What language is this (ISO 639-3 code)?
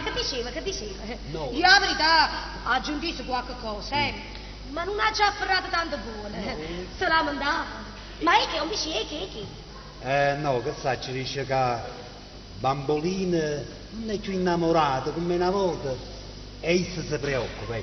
nap